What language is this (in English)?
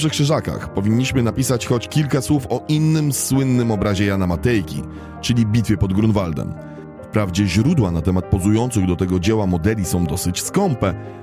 Polish